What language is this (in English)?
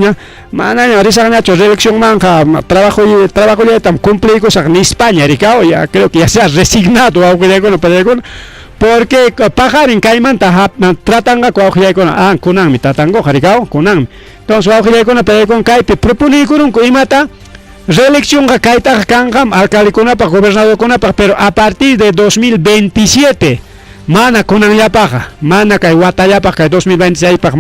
Ayacucho Quechua